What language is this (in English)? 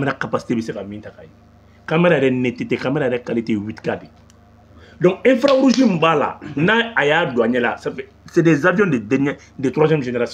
Bambara